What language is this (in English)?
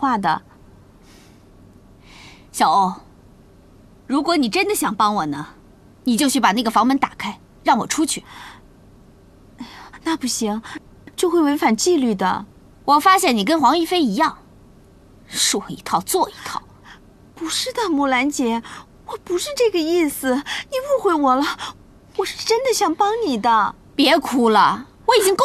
Chinese